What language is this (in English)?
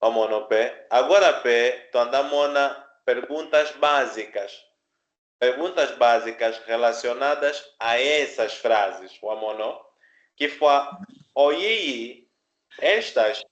Kimbundu